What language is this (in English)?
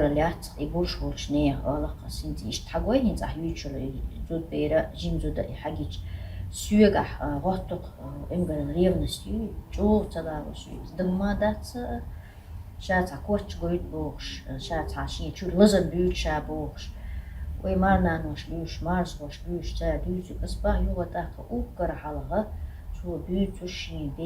Chechen